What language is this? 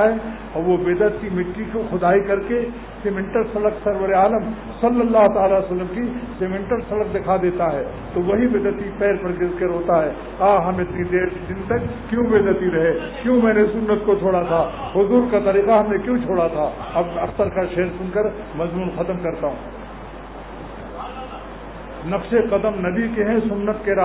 Urdu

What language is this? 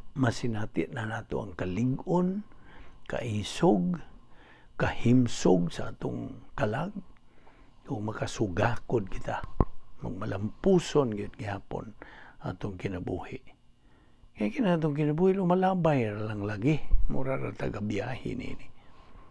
Cebuano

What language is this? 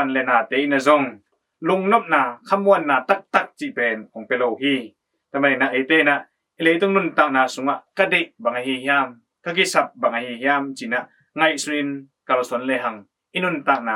Tedim Chin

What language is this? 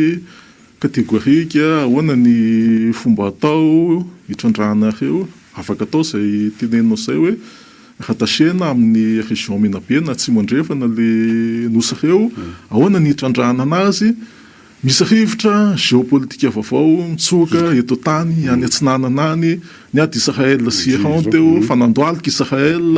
Malagasy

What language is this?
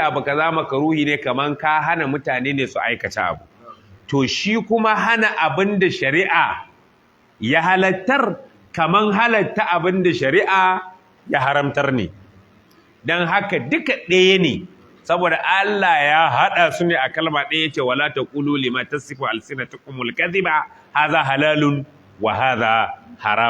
Hausa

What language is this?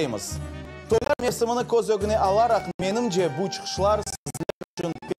Crimean Tatar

